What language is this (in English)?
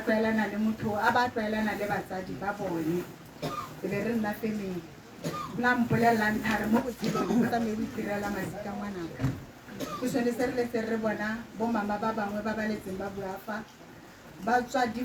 Tswana